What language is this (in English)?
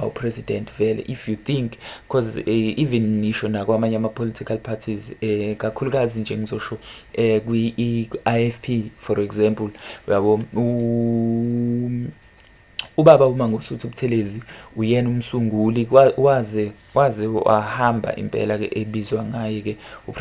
Zulu